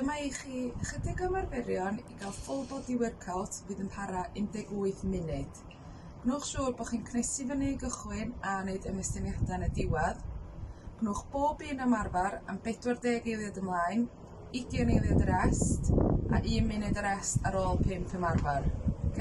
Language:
Welsh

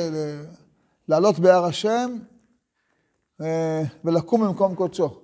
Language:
Hebrew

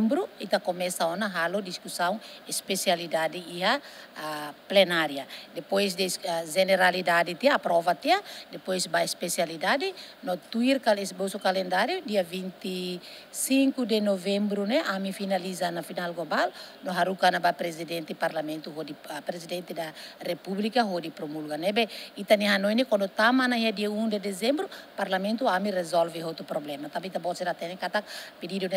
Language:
Tetum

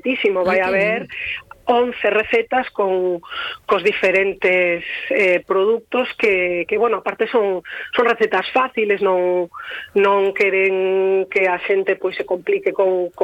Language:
Galician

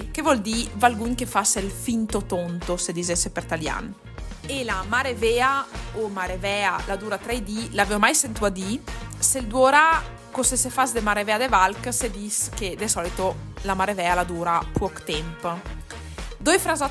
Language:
Italian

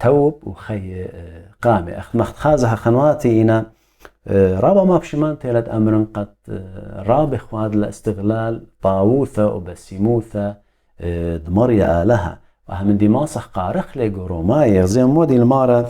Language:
Assyrian Neo-Aramaic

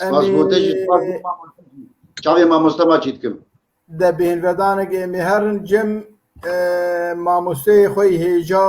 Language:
Kurdish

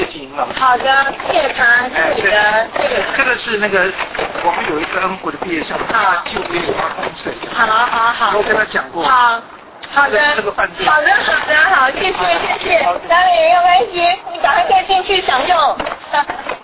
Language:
Chinese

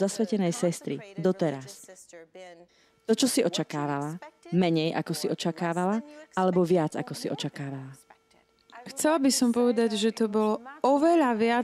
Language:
Slovak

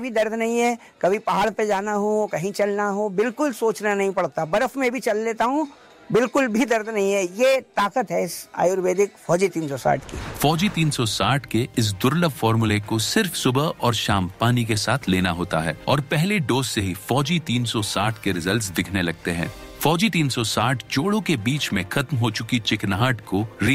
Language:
Hindi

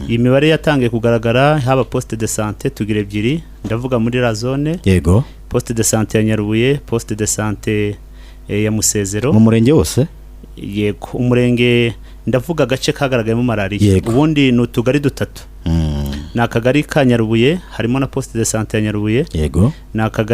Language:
Kinyarwanda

